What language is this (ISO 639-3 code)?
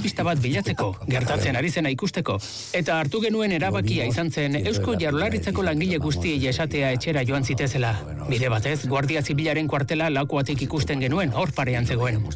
eus